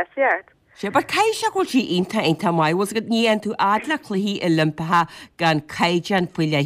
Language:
Irish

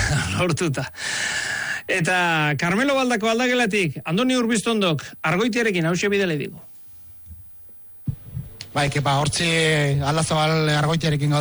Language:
Basque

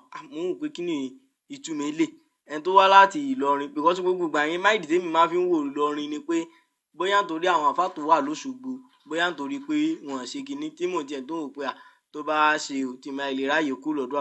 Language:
Yoruba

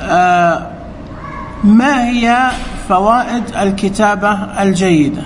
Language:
Najdi Arabic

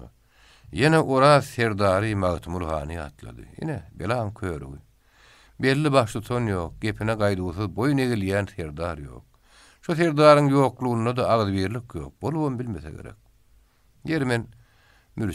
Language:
Turkmen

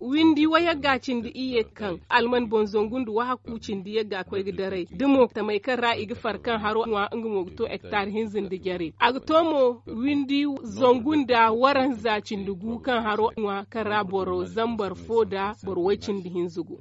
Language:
Zarma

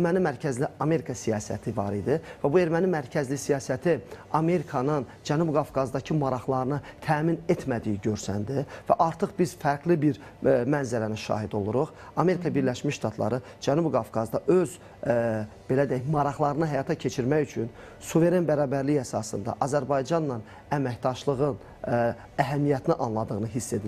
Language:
Azerbaijani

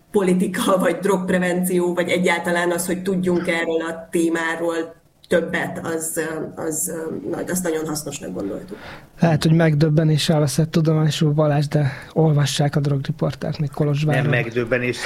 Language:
Hungarian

